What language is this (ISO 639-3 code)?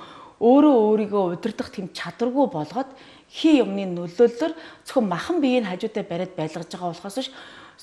mon